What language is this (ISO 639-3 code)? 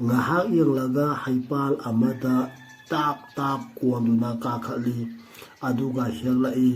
mni